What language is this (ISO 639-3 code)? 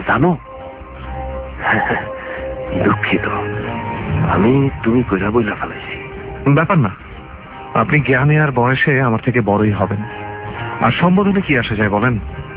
ben